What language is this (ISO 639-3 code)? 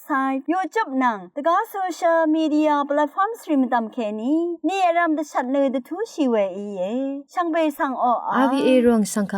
raw